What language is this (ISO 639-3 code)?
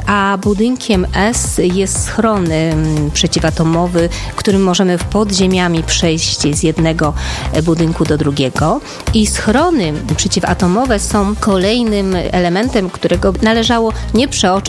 pol